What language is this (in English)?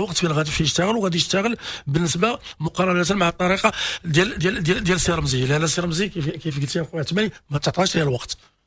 Moroccan Arabic